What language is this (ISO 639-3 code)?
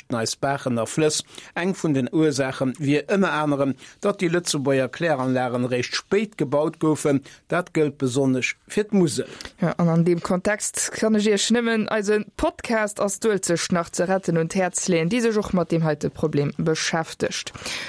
ltz